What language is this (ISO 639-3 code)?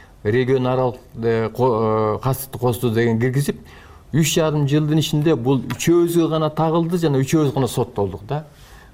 kir